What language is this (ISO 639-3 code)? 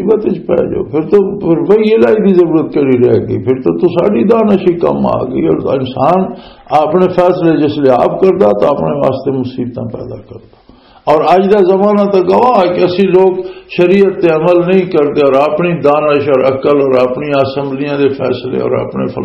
lah